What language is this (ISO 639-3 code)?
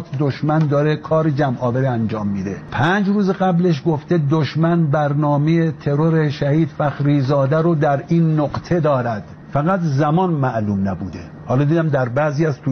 fas